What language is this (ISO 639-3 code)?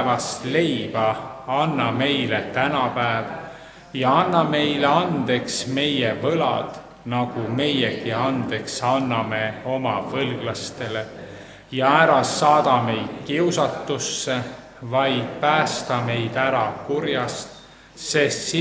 est